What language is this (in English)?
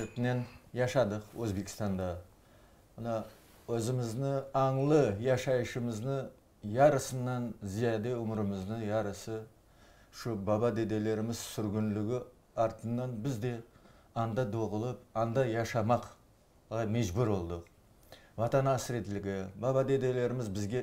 Crimean Tatar